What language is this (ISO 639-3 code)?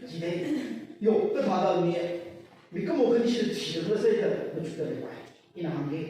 nmf